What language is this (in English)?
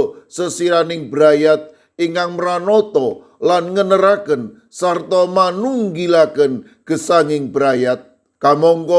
Javanese